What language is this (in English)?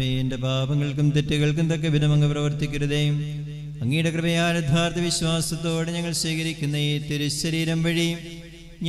Malayalam